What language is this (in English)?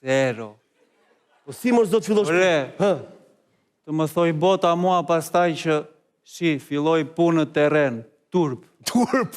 Albanian